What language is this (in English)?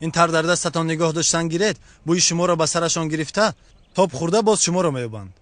Tajik